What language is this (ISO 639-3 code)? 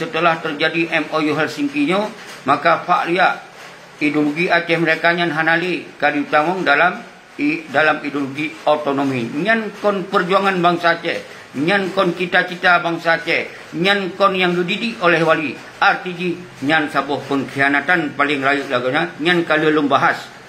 ace